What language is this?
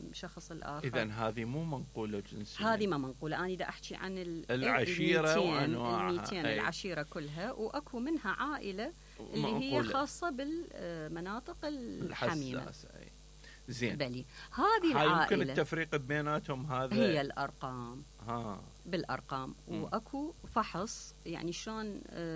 Mesopotamian Arabic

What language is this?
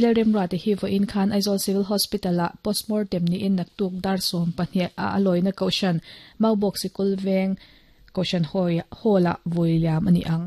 Mizo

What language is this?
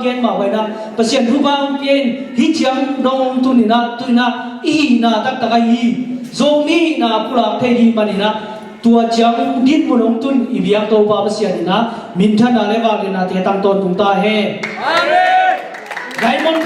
Tedim Chin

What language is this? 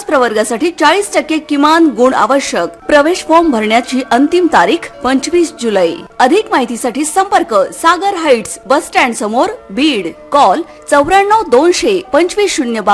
Marathi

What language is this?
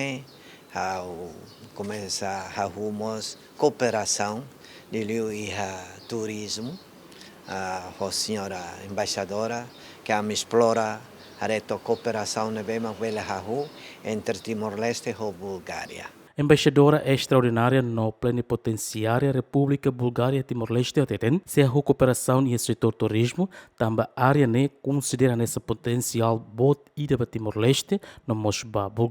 Tetum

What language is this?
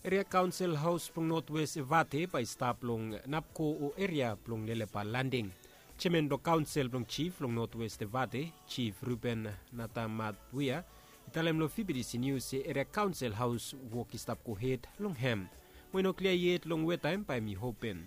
Bislama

